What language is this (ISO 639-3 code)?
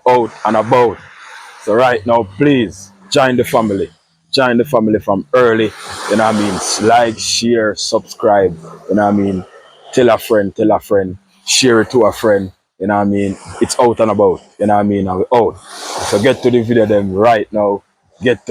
jam